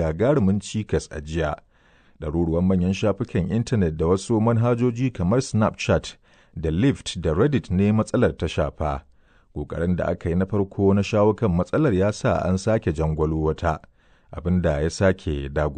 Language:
Hausa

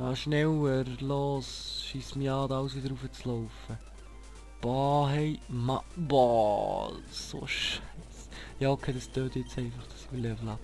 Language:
Swiss German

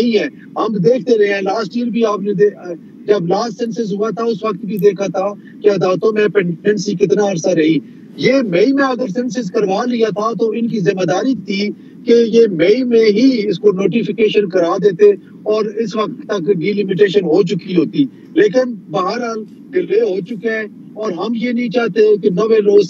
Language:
Urdu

